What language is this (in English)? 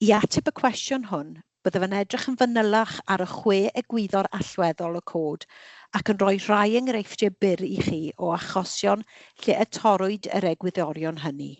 Welsh